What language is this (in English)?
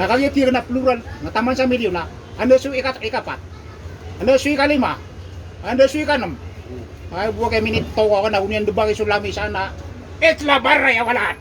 Maranao